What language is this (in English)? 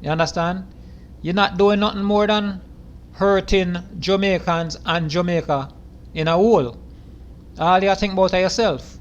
Jamaican Creole English